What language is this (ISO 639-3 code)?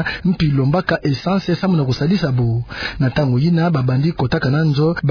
ktu